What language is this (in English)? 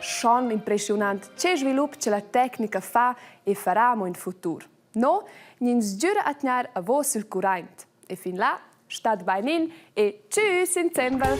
Romansh